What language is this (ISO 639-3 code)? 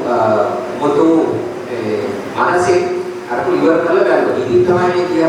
sin